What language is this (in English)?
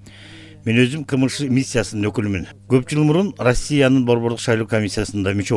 Kyrgyz